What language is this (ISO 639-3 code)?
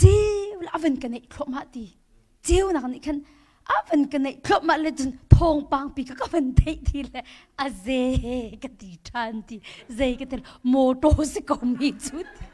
cnh